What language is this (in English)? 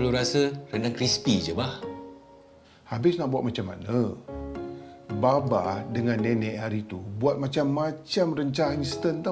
Malay